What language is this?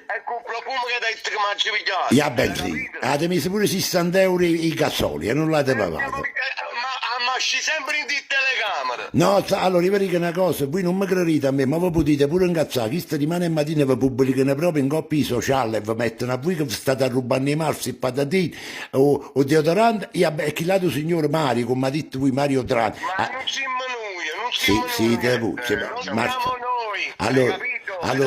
Neapolitan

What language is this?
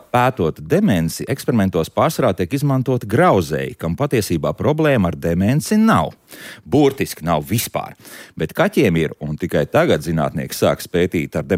Latvian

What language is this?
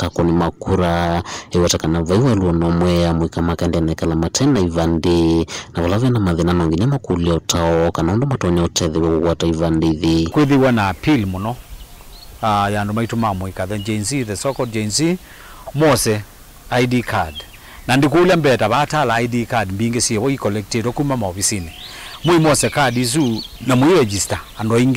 Kamba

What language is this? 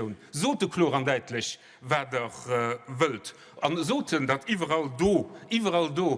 Luxembourgish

